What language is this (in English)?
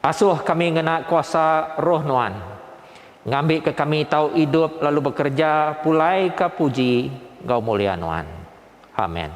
Iban